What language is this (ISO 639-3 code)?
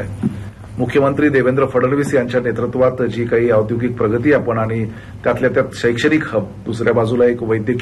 mar